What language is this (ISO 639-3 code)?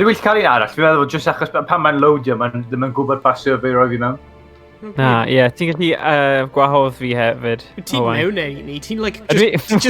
cym